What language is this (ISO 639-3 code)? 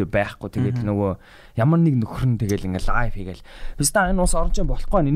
mon